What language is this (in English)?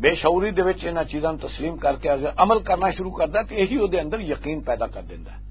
Western Panjabi